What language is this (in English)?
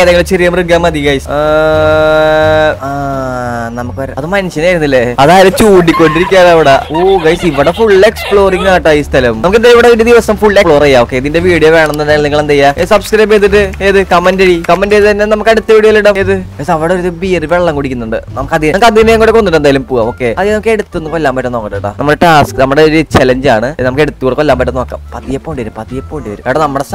Malayalam